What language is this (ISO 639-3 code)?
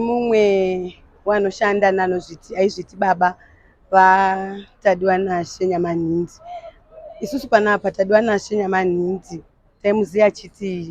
sna